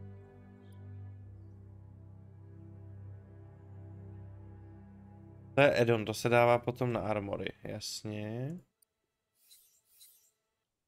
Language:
Czech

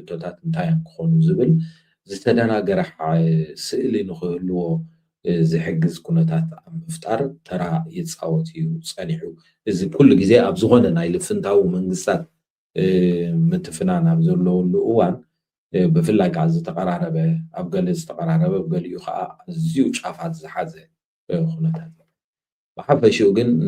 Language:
Tigrinya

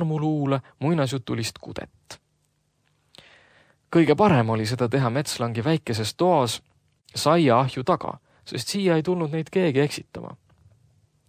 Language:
Estonian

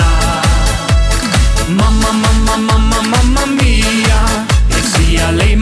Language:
Dutch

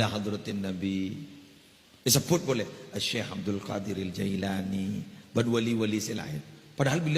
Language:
Madurese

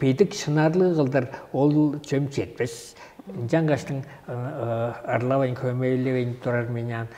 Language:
Tuvinian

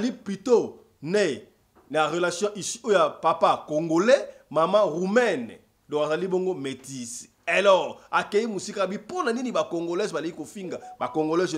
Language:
Lingala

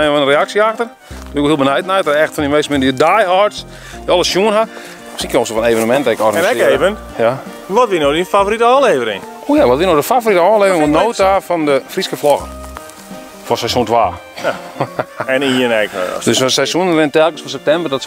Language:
Western Frisian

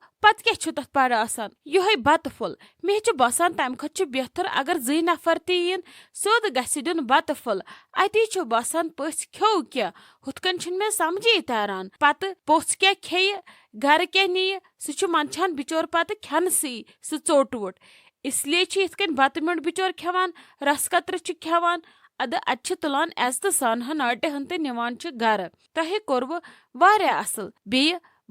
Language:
Kashmiri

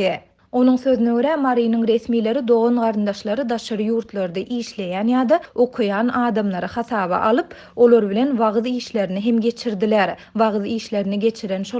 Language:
Turkmen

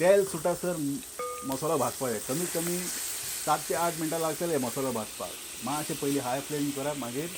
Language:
Konkani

